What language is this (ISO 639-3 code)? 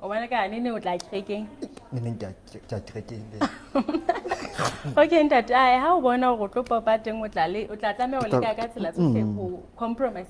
sot